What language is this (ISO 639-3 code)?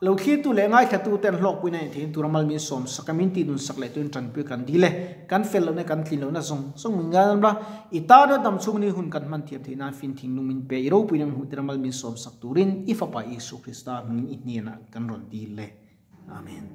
lus